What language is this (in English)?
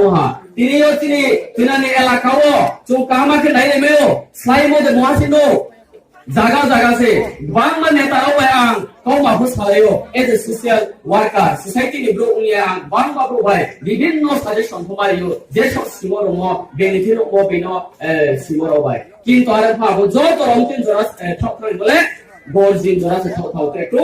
Riang (India)